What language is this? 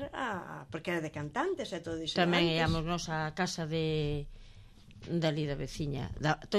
Galician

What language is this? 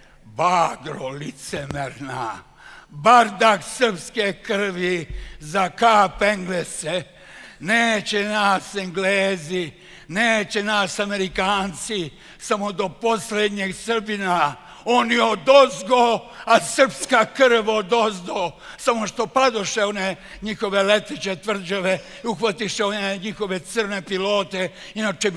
Serbian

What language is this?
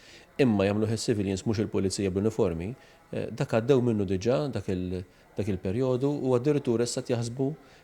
Maltese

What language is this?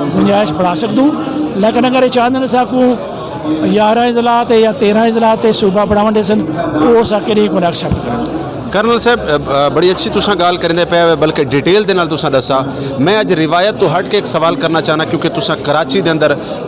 Saraiki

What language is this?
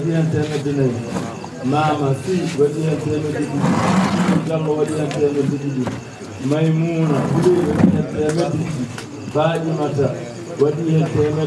Fula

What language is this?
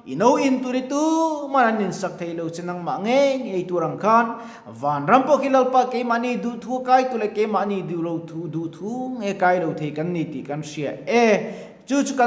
Mizo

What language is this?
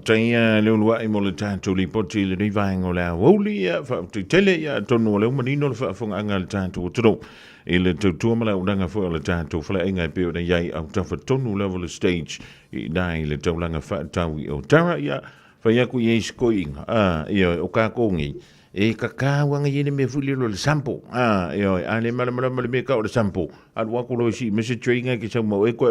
Samoan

